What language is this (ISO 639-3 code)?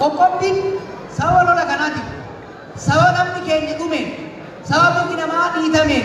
orm